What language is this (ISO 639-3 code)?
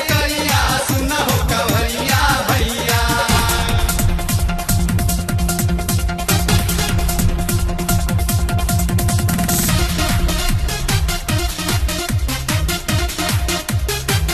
bho